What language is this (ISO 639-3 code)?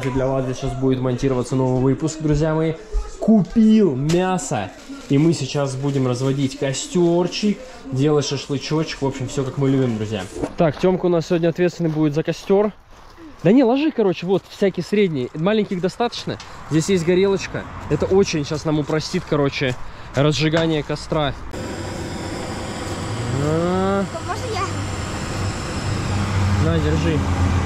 rus